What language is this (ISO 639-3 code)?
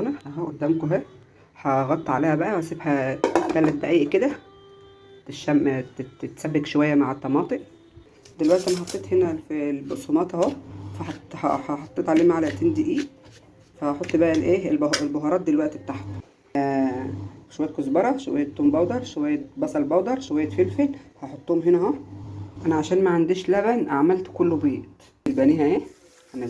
arz